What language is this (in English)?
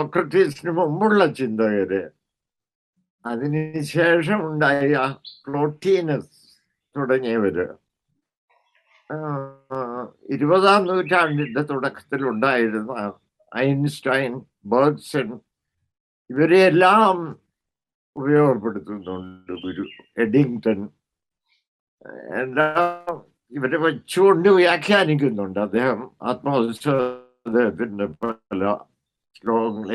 Malayalam